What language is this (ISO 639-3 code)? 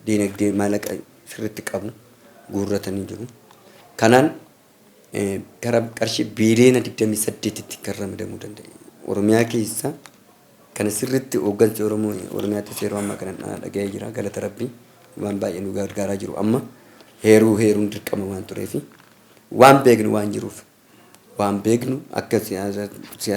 orm